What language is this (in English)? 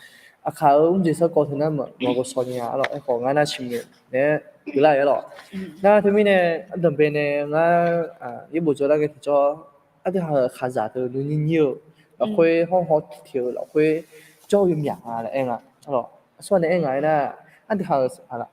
Akha